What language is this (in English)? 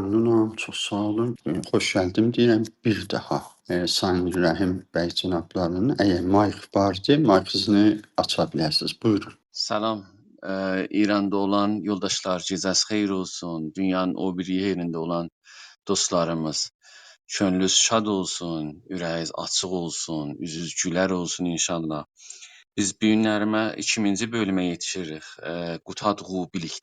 South Azerbaijani